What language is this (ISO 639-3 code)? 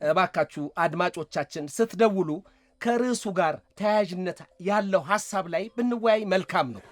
amh